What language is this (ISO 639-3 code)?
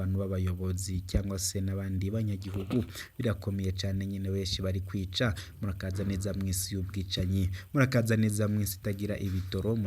run